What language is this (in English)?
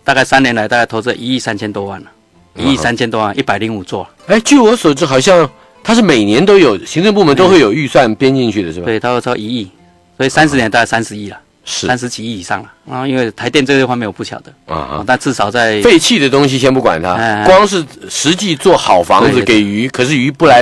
Chinese